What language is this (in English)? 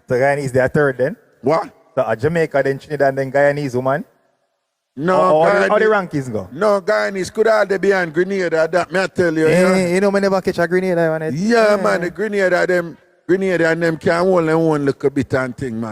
Jamaican Creole English